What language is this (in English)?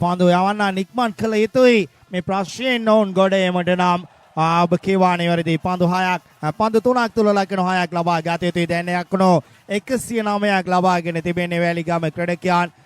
Sinhala